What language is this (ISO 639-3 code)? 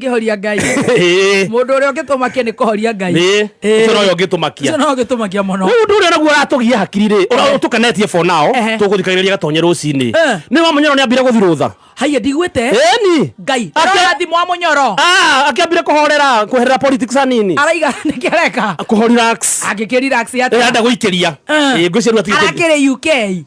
kik